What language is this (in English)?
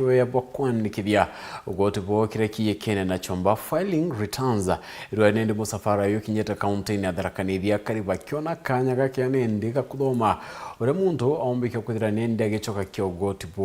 Meru